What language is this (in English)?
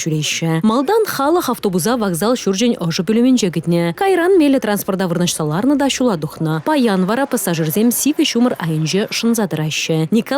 Chuvash